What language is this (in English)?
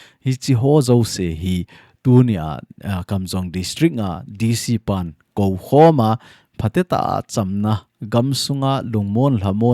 Thado Chin